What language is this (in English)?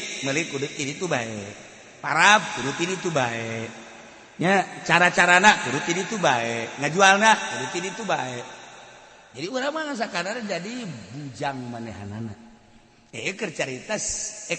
Sundanese